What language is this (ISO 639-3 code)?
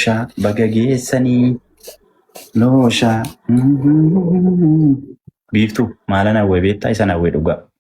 orm